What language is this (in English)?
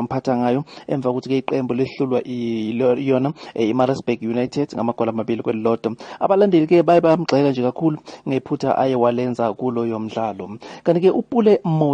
Zulu